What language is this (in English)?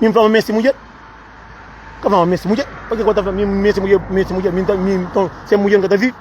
Kabuverdianu